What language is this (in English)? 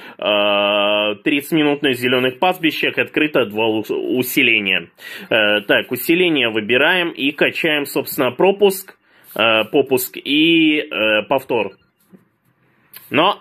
Russian